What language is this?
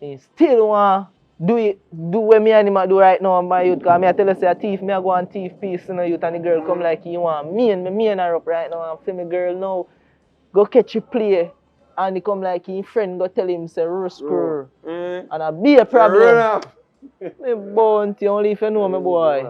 Jamaican Creole English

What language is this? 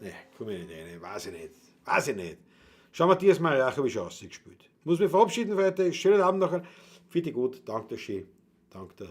Bavarian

